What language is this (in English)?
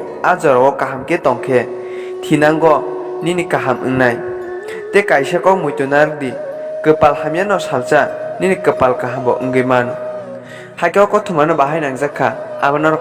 Kok Borok